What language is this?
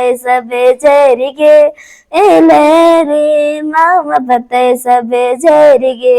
Kurukh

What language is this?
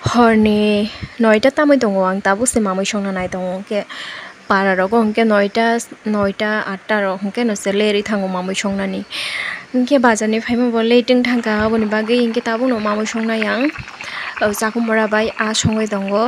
Kok Borok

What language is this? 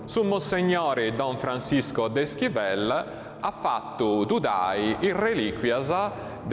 Sardinian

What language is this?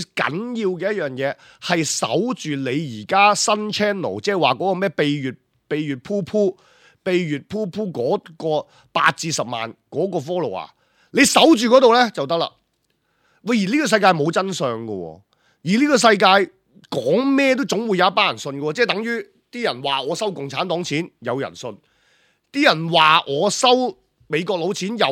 Cantonese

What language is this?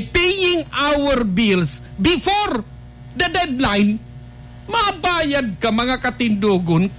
Bikol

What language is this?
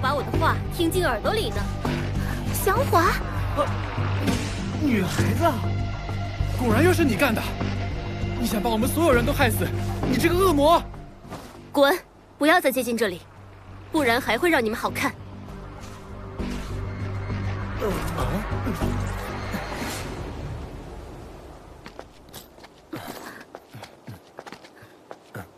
Chinese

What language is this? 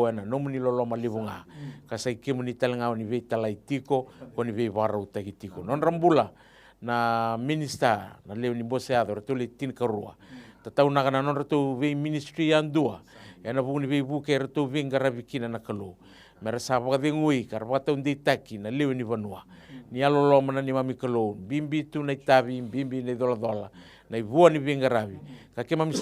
Fijian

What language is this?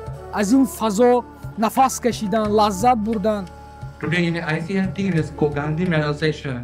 Tajik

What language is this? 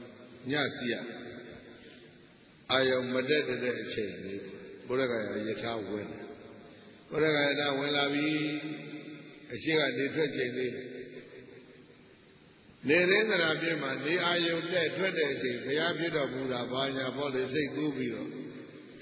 Burmese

